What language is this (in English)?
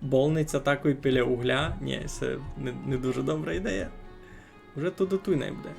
Rusyn